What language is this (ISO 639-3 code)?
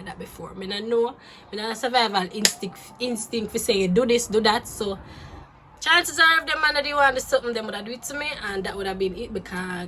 jam